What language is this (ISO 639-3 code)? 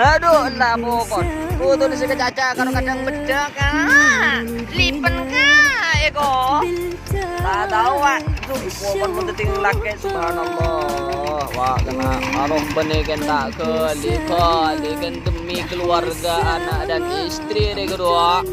mad